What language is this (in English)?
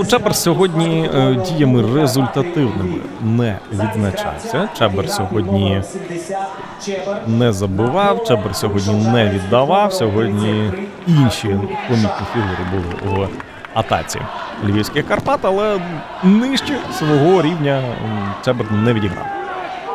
Ukrainian